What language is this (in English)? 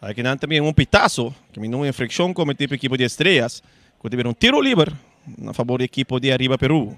Papiamento